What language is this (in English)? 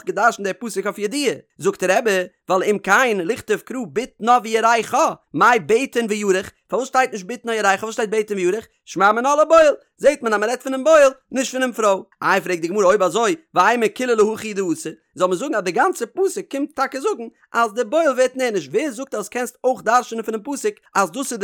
Yiddish